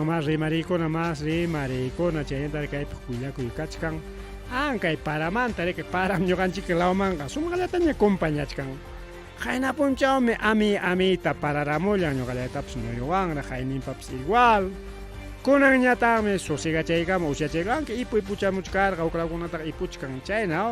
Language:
Ayacucho Quechua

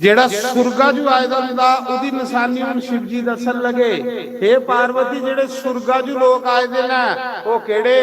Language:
Dogri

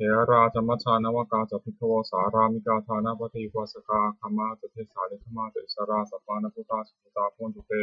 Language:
Pali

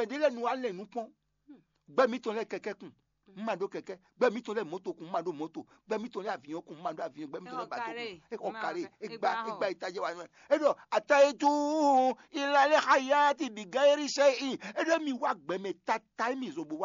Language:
Fon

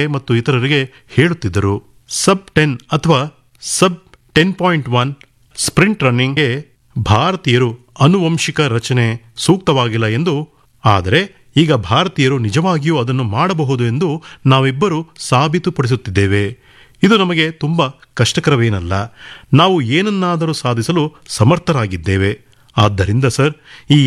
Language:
Kannada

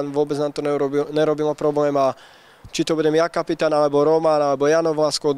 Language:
Slovak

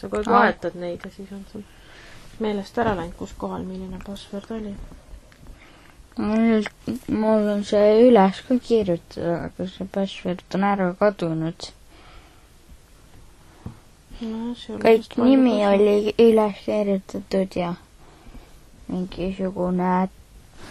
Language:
Estonian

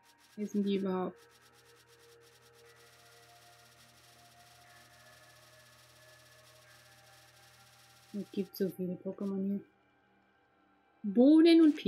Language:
German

